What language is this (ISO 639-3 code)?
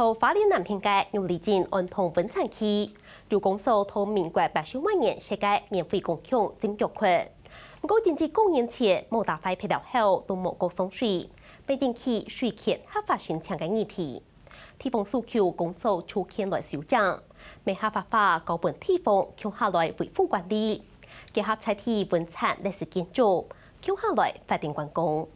hak